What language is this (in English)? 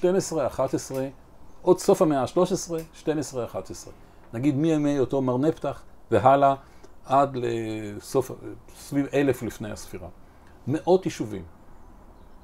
Hebrew